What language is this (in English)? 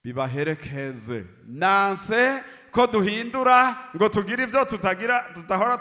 Rundi